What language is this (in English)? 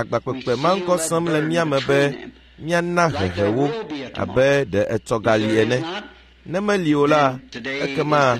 Ewe